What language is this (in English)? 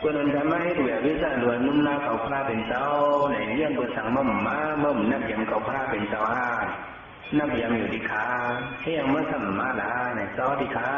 Shan